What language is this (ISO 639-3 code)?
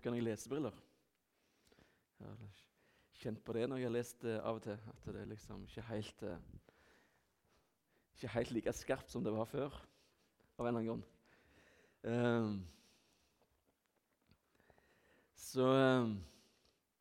nor